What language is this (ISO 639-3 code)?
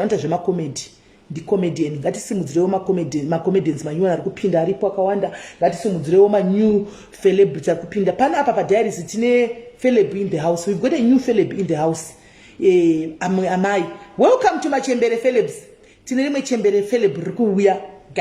sna